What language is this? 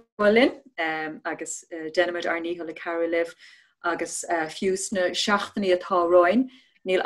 Irish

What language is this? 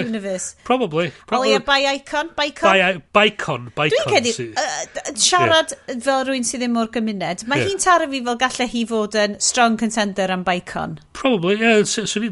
Welsh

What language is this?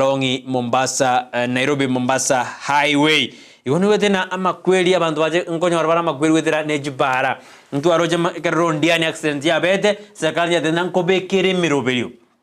Gusii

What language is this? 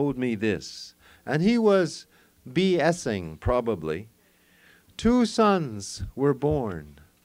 English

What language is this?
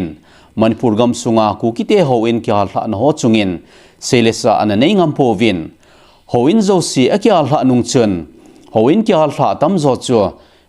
Thado Chin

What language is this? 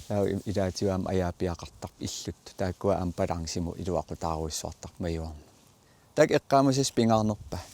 Kalaallisut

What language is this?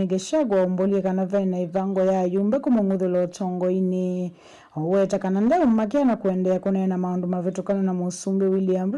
Kamba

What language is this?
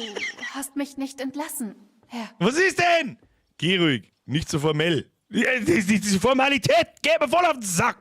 Bavarian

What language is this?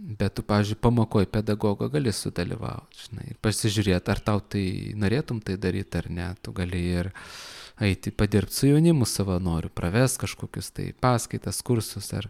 Lithuanian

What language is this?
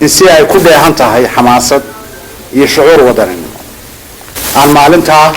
Somali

